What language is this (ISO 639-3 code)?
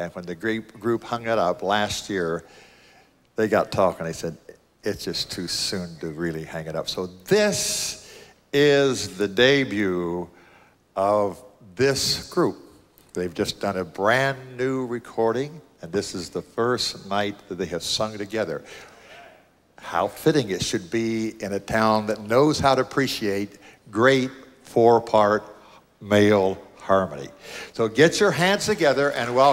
eng